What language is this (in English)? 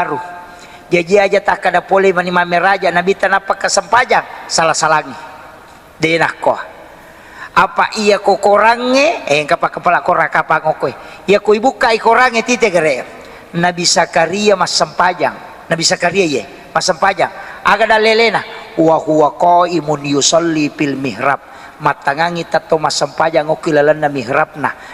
Buginese